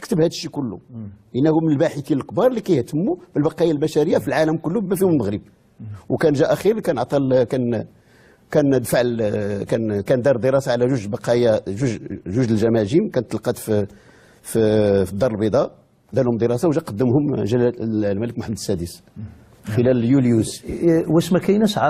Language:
Moroccan Arabic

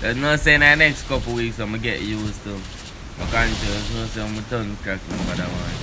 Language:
Jamaican Creole English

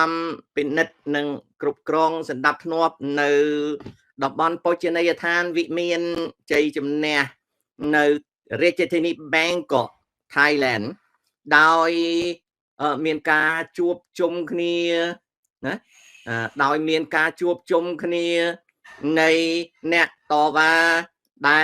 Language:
Khmer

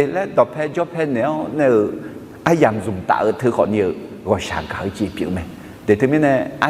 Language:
Akha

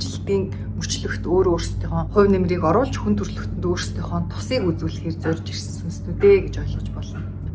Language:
Mongolian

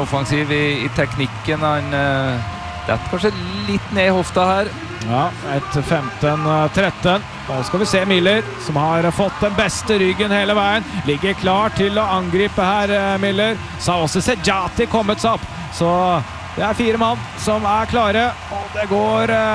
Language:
Norwegian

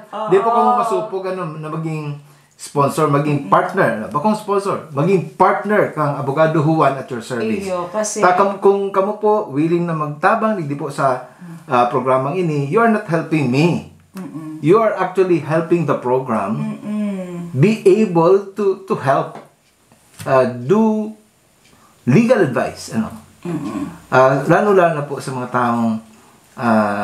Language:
Bikol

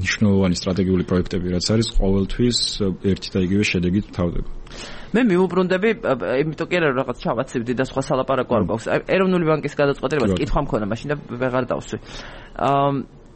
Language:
Georgian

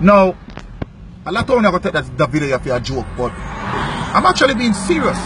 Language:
Jamaican Creole English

